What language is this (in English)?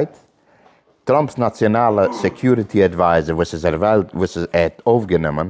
Yiddish